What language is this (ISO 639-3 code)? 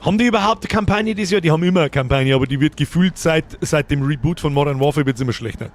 bar